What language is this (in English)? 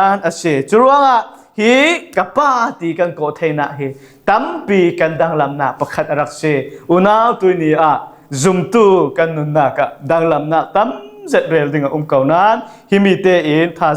Falam Chin